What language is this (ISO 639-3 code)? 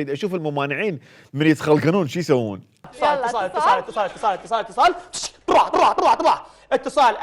acm